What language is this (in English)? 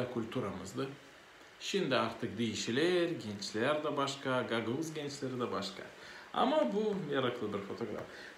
Gagauz